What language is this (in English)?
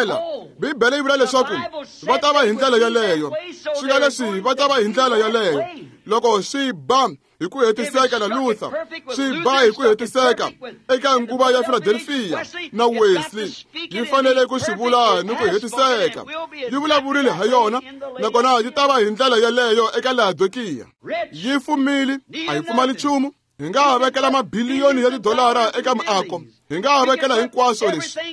Tsonga